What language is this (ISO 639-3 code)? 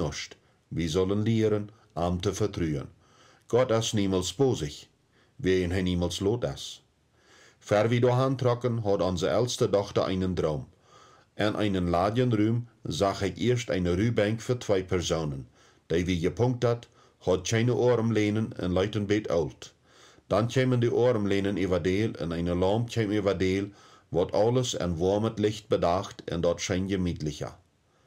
pdt